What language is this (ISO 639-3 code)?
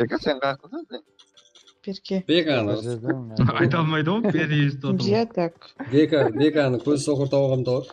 kaa